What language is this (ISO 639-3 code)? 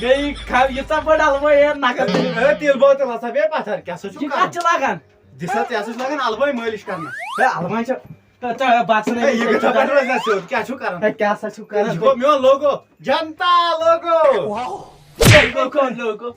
kas